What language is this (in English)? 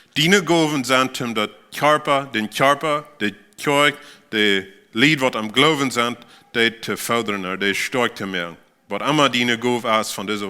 Plautdietsch